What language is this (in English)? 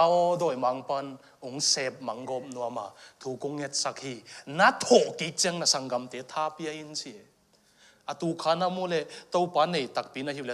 Tedim Chin